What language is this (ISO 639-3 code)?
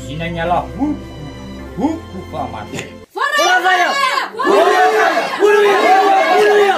nia